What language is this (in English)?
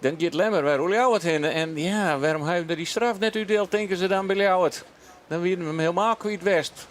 Western Frisian